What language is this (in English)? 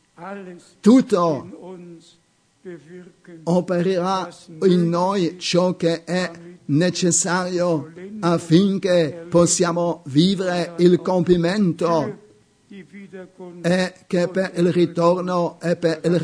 Italian